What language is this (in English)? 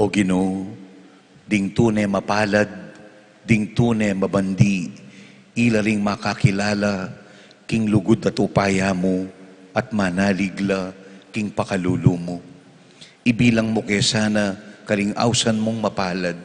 Pampanga